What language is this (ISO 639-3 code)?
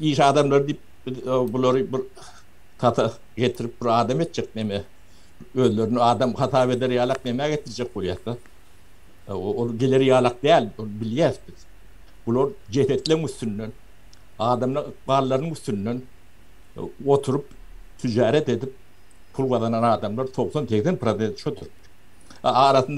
tuk